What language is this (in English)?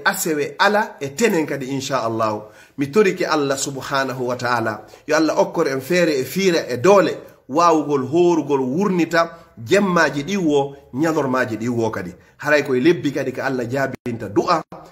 Fula